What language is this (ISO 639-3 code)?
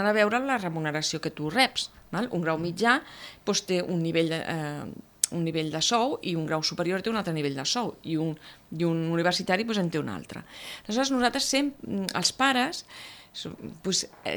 cat